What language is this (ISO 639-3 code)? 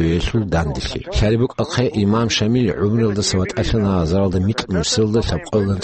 ava